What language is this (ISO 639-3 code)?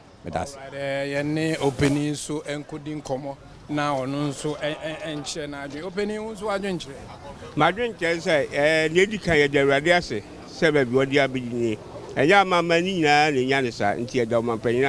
aka